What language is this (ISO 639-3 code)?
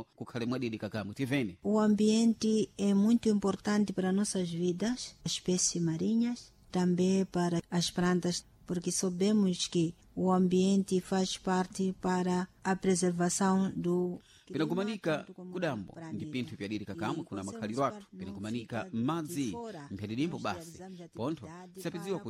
seh